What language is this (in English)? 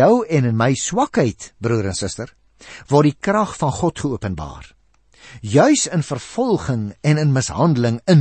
Afrikaans